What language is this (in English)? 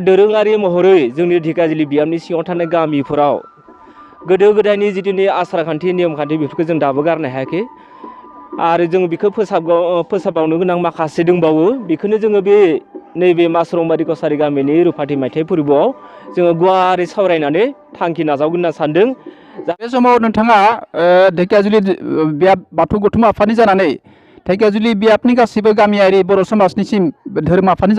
Bodo